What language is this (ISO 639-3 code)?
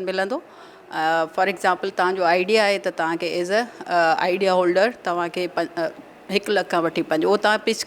snd